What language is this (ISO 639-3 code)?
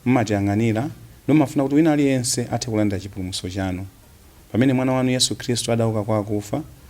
nya